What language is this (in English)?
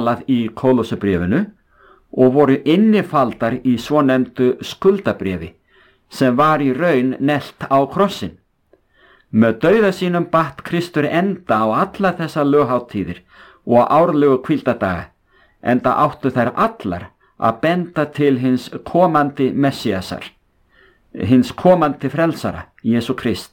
Icelandic